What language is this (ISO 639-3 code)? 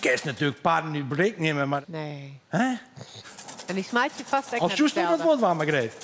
fry